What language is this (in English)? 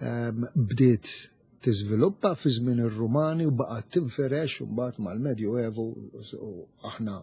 Maltese